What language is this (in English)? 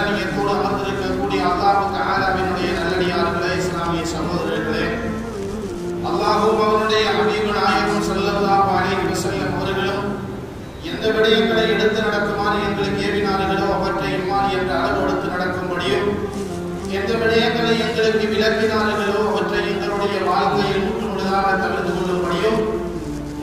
Tamil